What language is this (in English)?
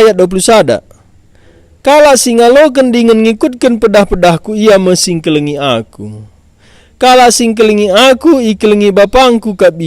Batak Karo